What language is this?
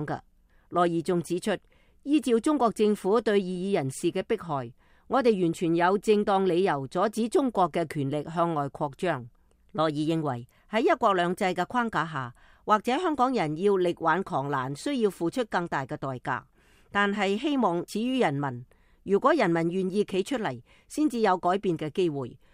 Cantonese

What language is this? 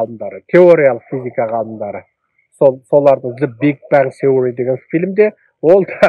Kazakh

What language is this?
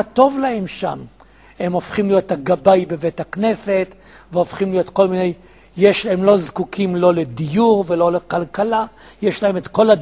Hebrew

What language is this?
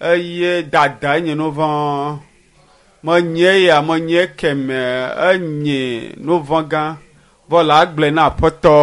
Ewe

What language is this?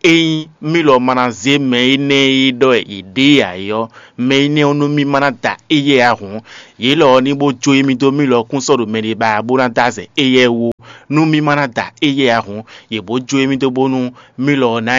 Fon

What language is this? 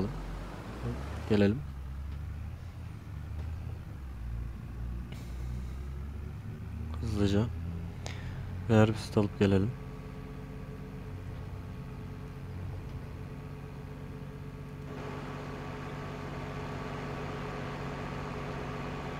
Turkish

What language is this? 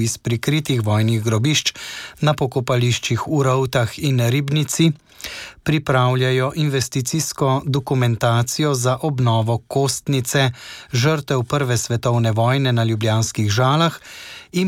Slovenian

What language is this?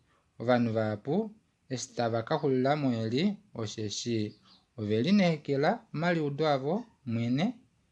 Kuanyama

